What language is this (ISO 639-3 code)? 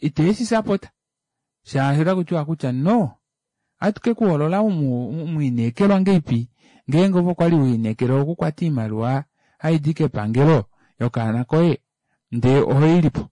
kua